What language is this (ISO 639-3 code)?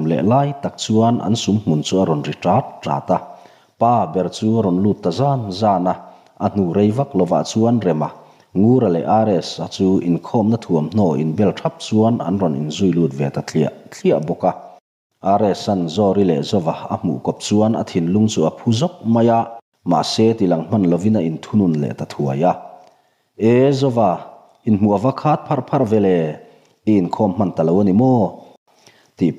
lus